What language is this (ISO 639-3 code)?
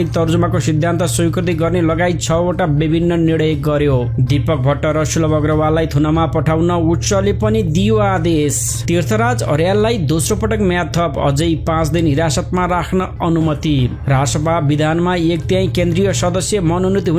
nep